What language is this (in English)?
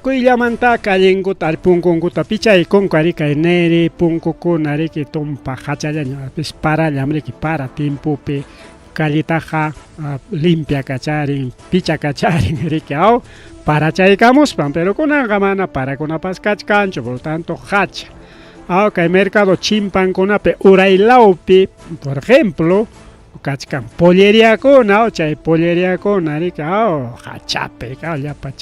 Ayacucho Quechua